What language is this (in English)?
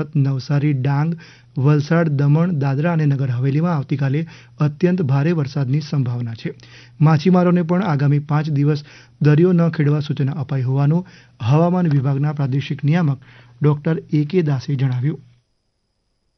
Gujarati